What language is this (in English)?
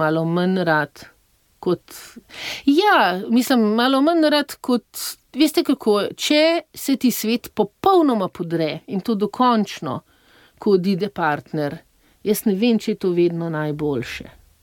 Slovenian